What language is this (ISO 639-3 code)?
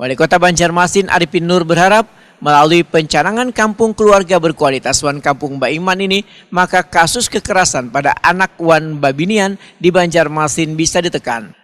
bjn